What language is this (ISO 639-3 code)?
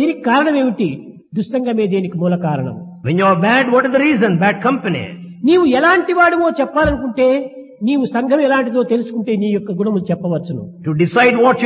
tel